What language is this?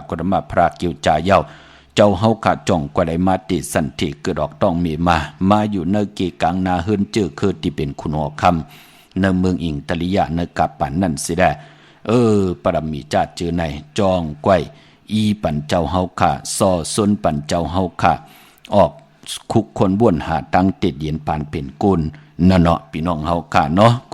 Shan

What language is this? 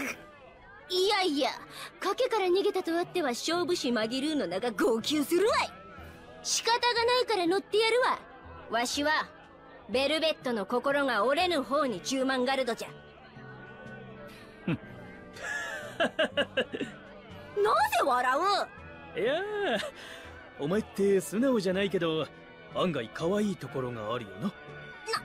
Japanese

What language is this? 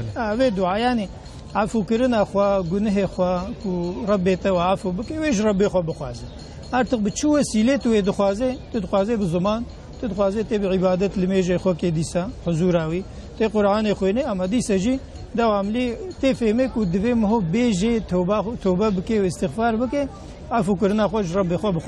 Kurdish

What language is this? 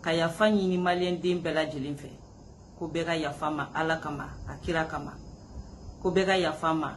Bambara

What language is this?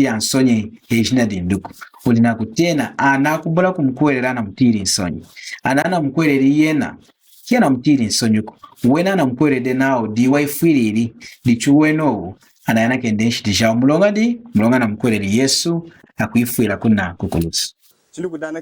Lunda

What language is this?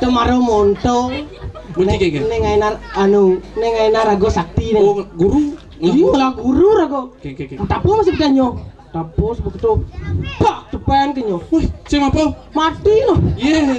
Balinese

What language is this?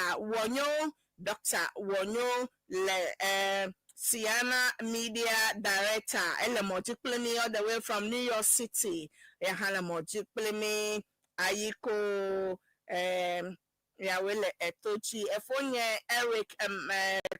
Ewe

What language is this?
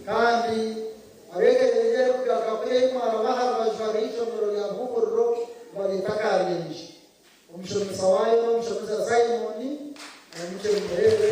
Nyankole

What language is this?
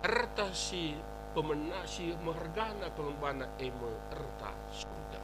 Batak Karo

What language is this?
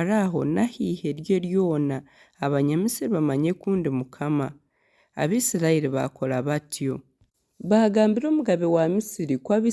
Nyankole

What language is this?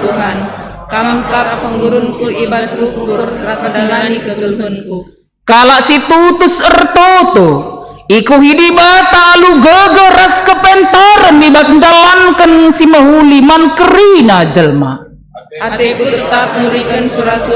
Batak Karo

